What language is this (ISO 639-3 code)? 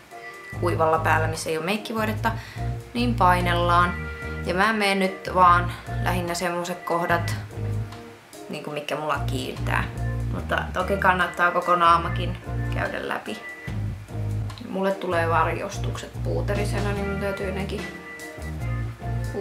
fin